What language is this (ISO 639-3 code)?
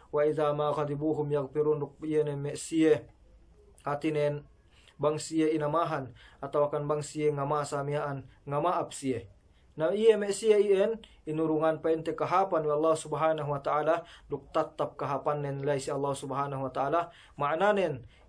yka